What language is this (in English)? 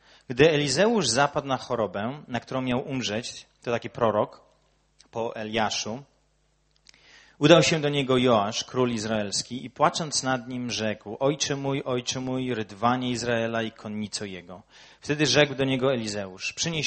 Polish